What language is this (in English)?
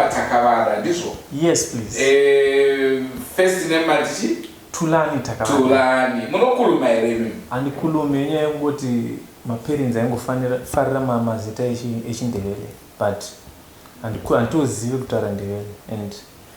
Shona